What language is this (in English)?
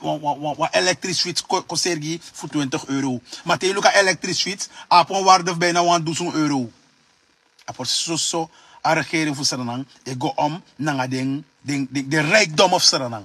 Sranan Tongo